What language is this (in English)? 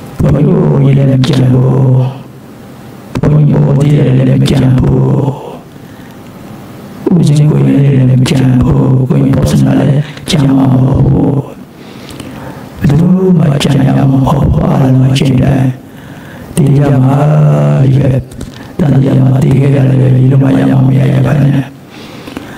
Burmese